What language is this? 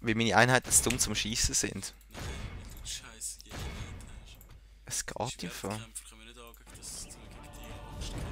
Swiss German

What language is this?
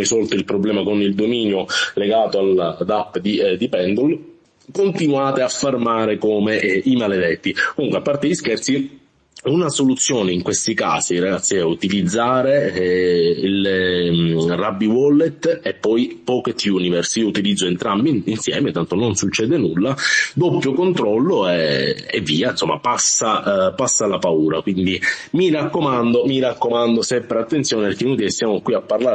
Italian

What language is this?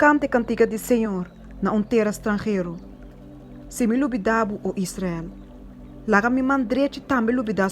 Papiamento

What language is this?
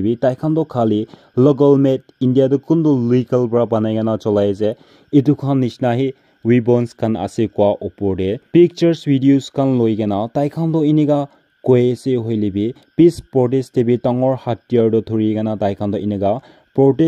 Naga Pidgin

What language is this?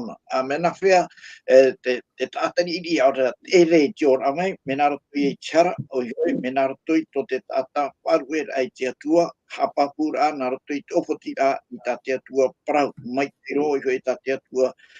Tahitian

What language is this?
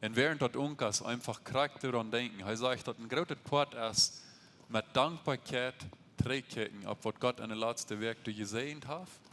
Plautdietsch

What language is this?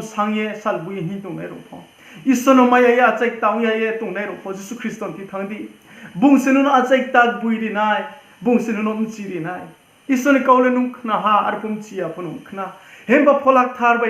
Riang (India)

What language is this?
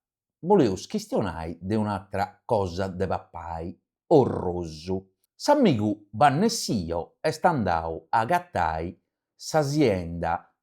Sardinian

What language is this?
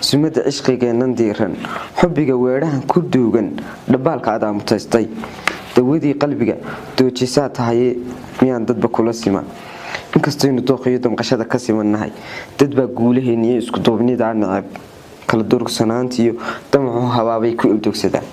Somali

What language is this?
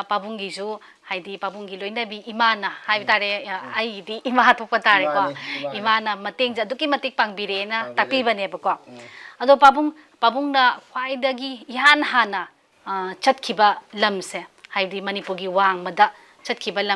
Manipuri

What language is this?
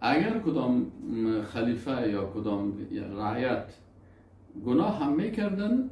Persian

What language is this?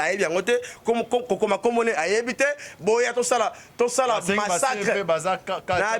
Lingala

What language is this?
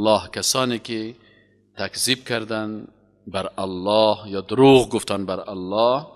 Persian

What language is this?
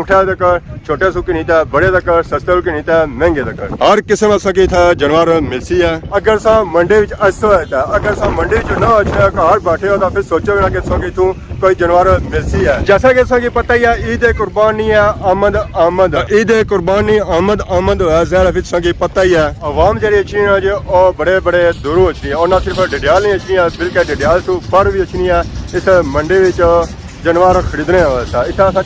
Pahari-Potwari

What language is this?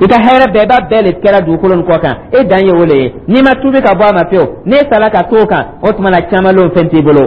Dyula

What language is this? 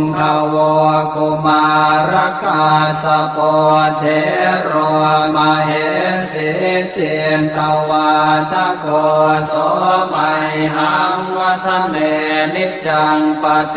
Pali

